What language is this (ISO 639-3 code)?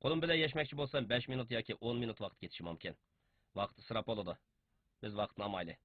uig